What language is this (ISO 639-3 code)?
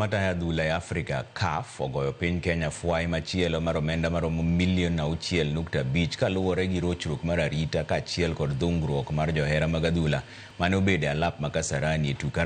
luo